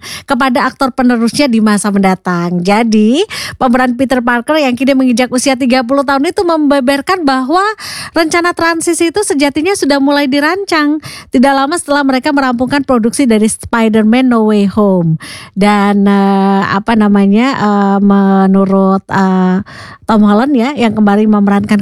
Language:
Indonesian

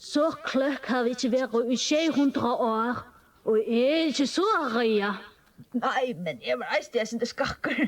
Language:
Faroese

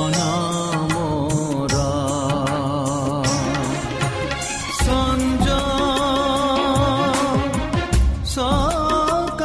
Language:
Odia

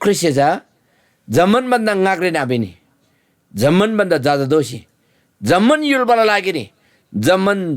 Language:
Eastern Tamang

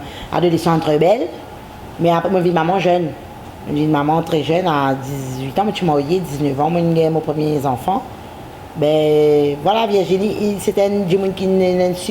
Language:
Morisyen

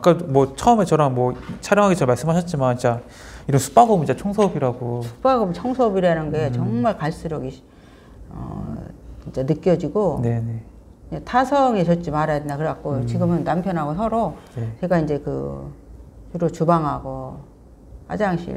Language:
Korean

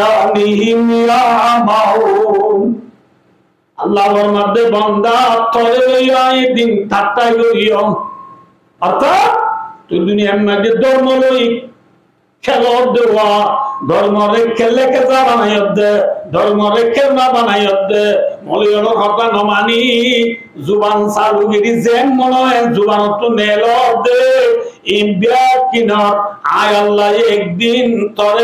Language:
Rohingya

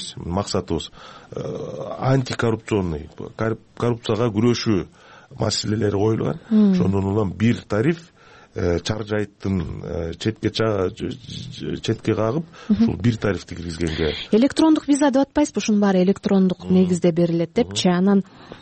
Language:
Kyrgyz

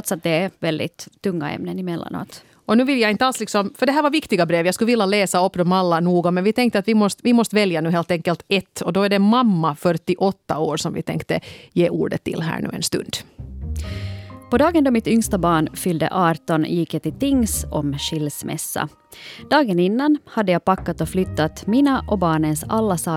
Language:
Swedish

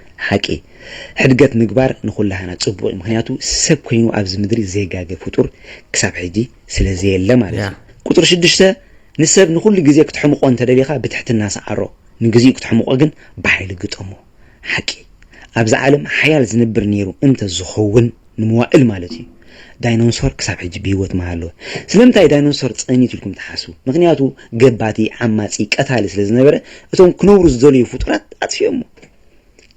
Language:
Tigrinya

